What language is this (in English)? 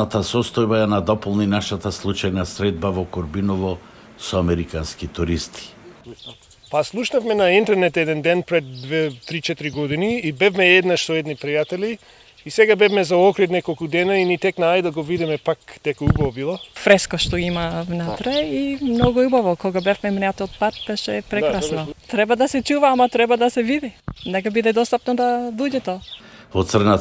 Macedonian